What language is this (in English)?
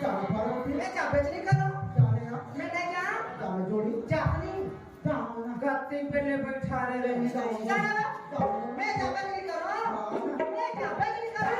Chhattisgarhi